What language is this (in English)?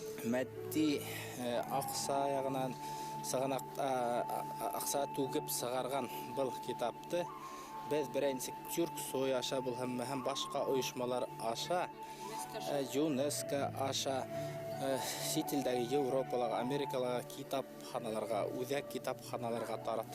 Bashkir